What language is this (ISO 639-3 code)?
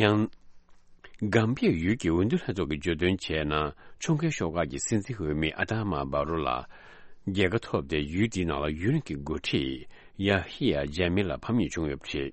bod